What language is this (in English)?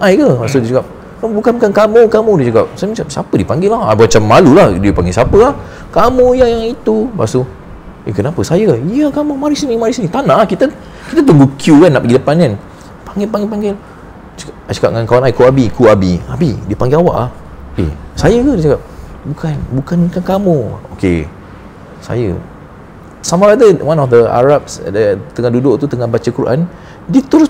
Malay